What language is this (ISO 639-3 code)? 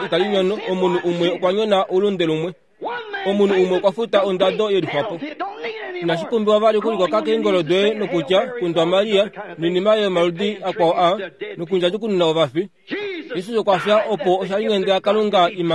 kua